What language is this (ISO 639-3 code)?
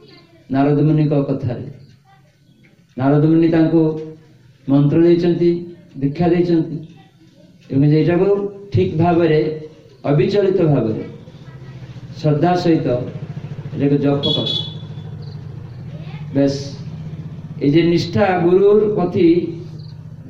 ori